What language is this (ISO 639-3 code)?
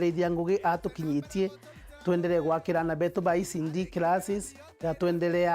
mer